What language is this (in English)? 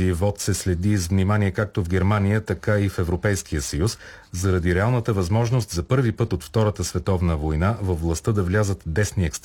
Bulgarian